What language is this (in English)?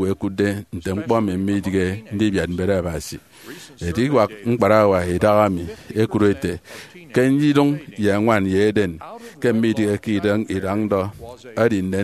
Efik